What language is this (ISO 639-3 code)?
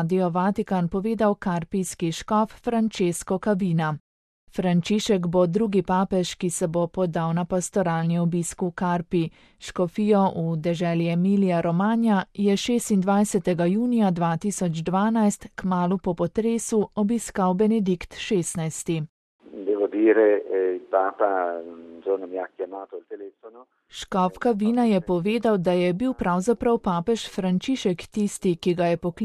slv